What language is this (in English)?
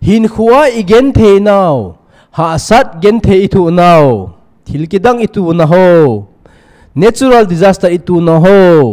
Thado Chin